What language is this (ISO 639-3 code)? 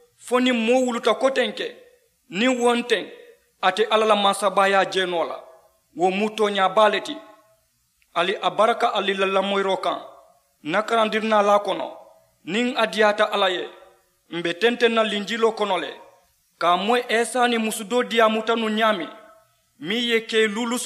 man